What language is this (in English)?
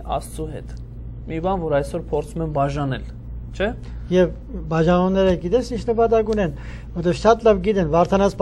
Armenian